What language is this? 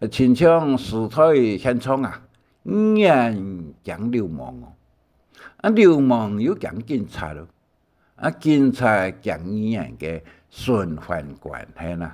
Hakka Chinese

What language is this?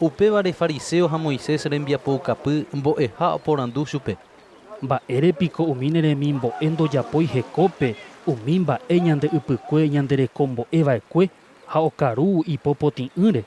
Guarani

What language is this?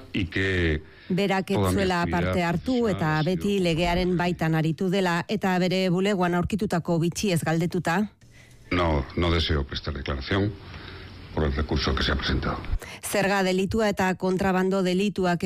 Basque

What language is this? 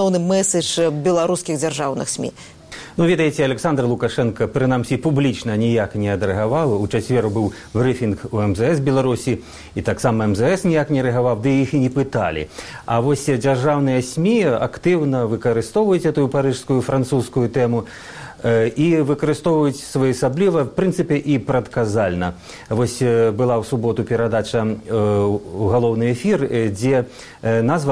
Belarusian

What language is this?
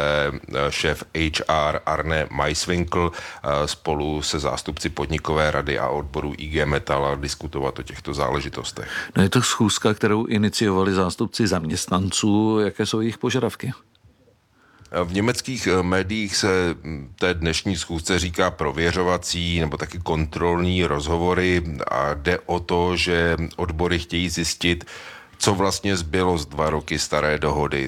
Czech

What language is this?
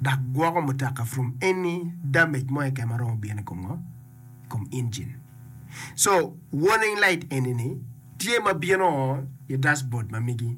Acoli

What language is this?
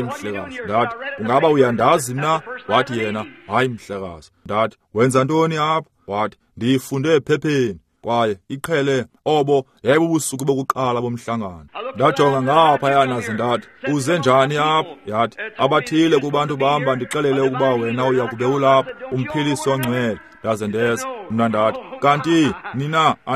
Xhosa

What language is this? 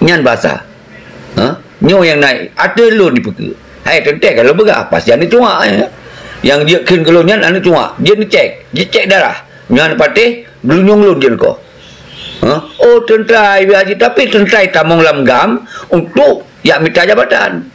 Achinese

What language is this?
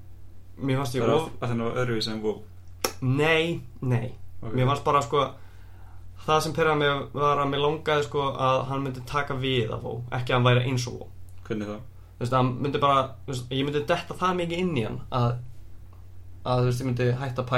Icelandic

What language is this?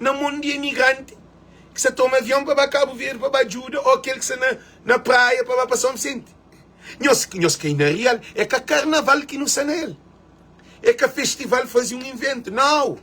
Kabuverdianu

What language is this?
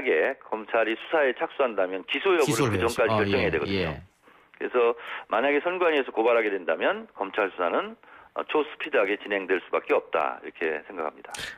Korean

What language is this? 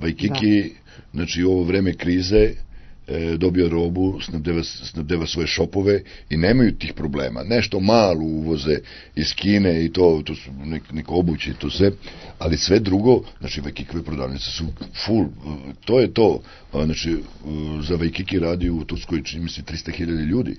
Serbian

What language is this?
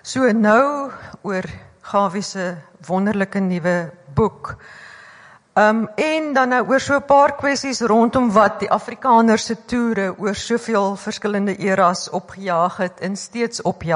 Afrikaans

